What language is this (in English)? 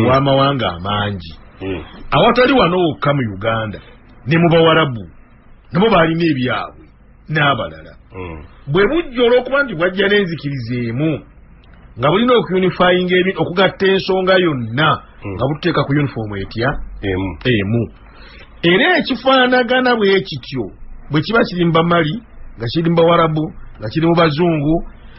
Ganda